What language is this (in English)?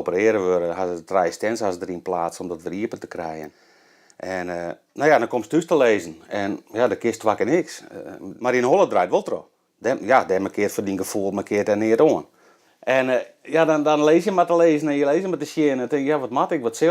Western Frisian